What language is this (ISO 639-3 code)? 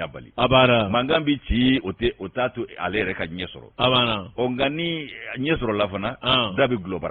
bam